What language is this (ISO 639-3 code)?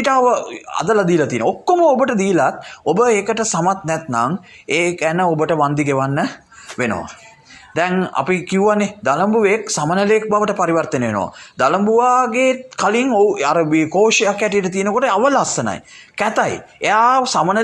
sin